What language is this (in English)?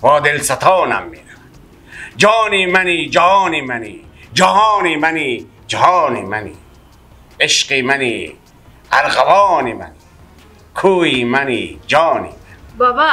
Persian